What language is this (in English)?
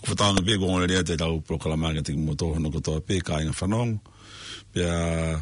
Tongan